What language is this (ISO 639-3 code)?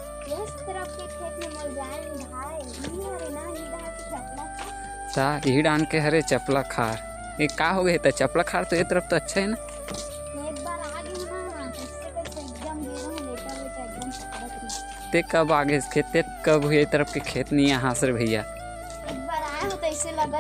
hne